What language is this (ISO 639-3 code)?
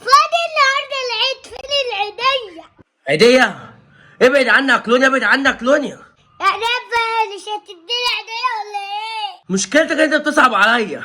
arz